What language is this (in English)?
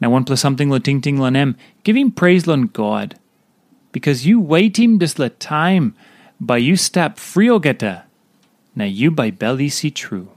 Tok Pisin